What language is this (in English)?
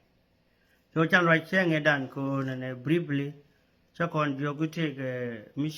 Nuer